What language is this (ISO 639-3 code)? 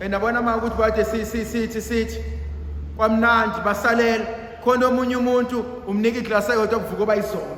zul